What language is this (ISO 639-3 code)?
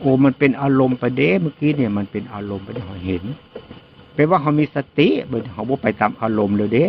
tts